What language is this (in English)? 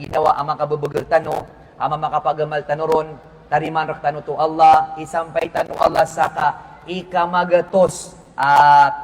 Maranao